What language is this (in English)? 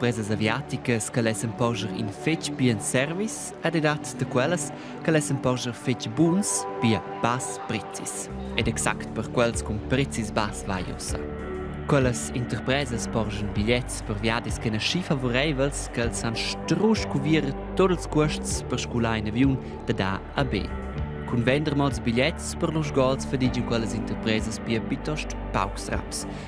Romansh